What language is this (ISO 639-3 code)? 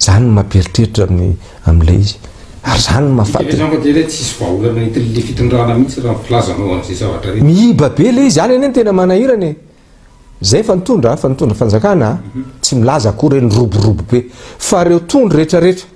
mlg